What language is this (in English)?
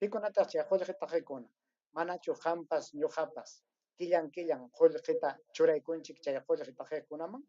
Ayacucho Quechua